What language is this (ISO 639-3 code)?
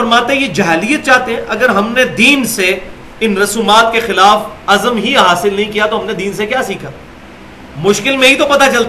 urd